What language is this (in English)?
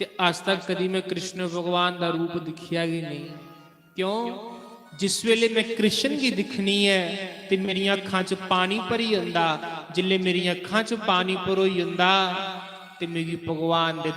Dogri